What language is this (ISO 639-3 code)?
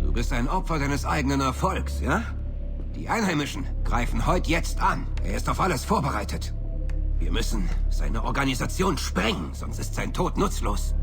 bar